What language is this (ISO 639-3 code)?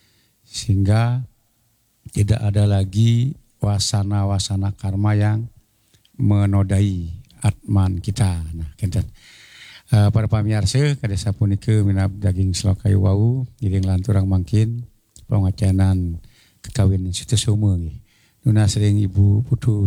ban